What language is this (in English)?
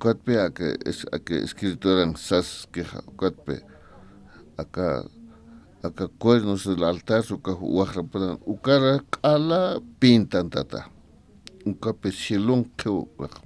Aymara